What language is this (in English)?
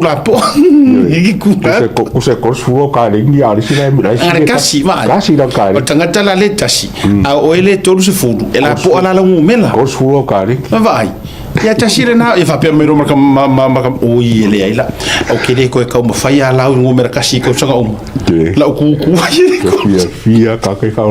Samoan